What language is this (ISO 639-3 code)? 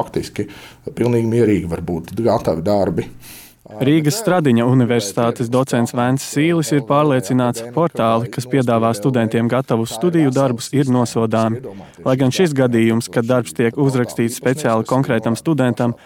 lav